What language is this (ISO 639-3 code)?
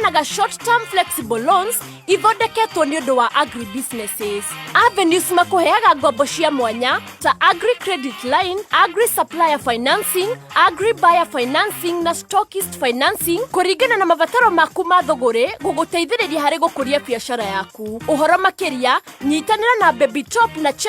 kik